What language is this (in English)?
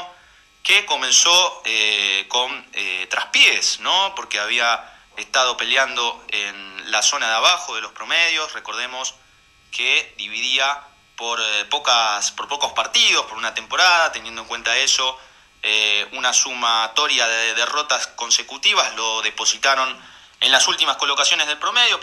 Spanish